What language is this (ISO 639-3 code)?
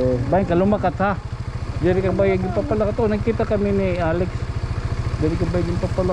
war